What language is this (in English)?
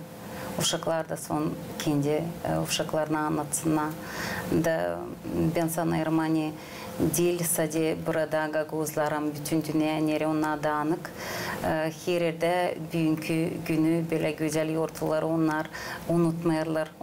Gagauz